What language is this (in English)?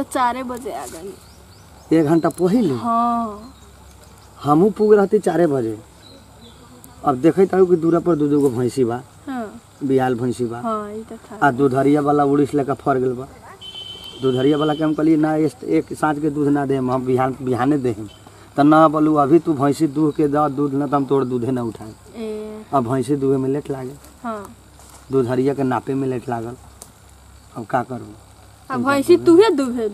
Bhojpuri